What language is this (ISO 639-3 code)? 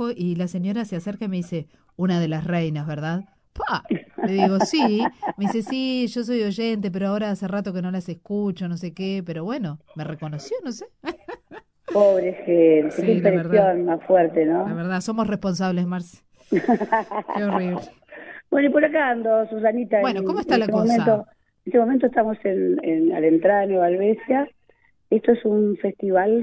spa